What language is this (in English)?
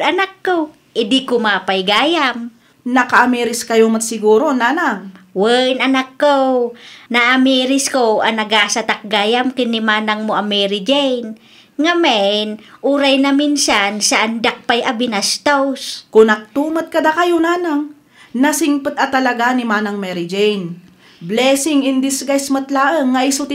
Iloko